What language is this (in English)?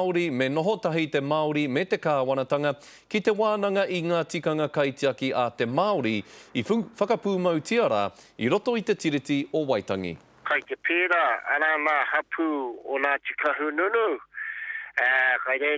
Māori